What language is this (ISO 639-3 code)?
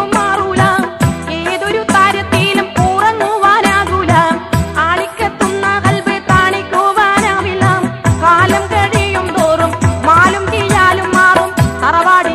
mal